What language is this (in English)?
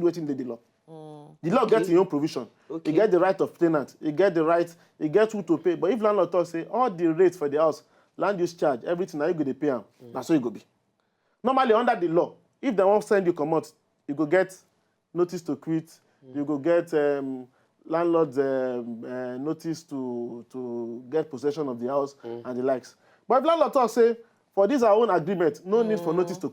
Nigerian Pidgin